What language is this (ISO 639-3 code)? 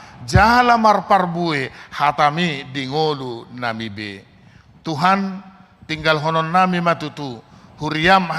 bbc